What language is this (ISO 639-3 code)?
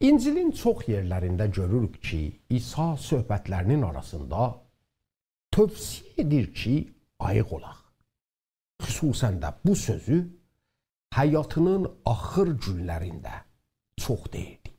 azb